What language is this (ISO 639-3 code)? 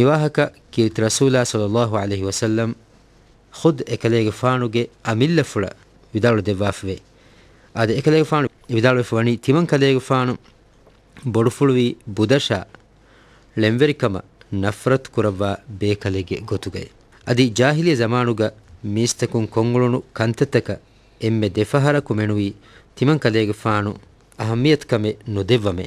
div